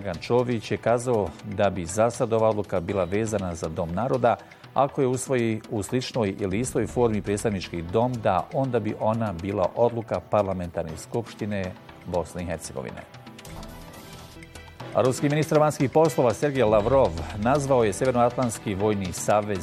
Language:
Bosnian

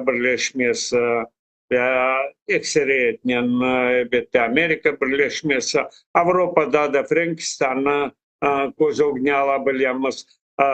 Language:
Crimean Tatar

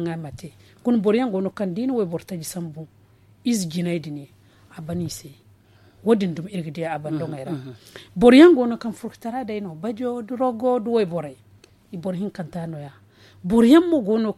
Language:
Zarma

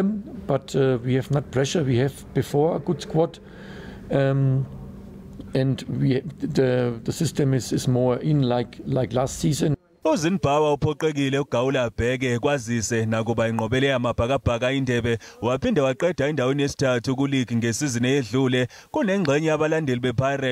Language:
Zulu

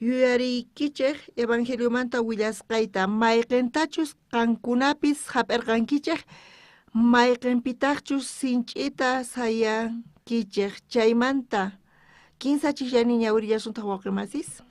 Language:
South Bolivian Quechua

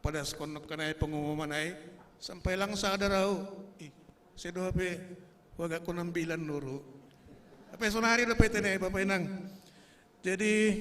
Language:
Batak Simalungun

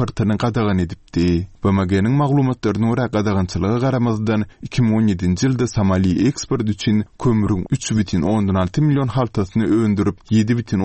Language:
Turkmen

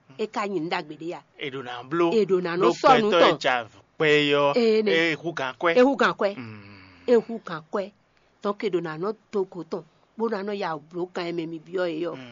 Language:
Fon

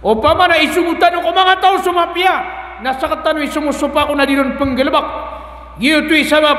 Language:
Maranao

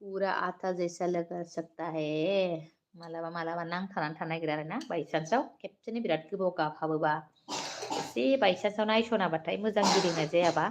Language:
Bodo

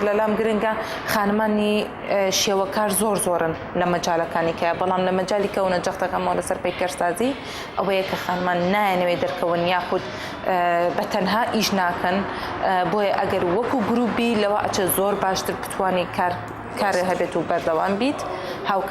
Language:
Central Kurdish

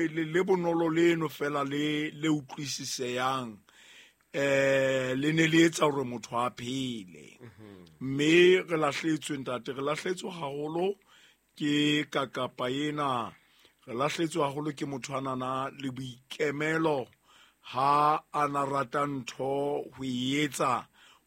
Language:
Southern Sotho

